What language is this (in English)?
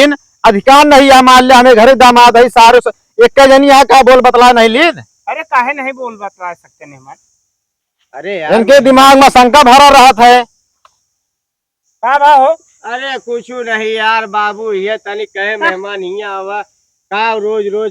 Awadhi